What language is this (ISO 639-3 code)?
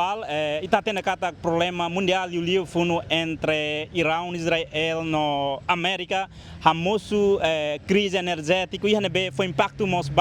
tet